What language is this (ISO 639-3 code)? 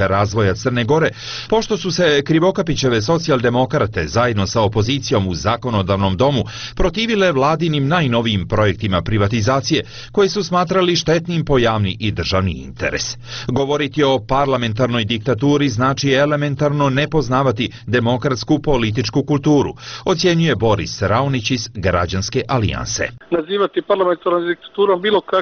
srp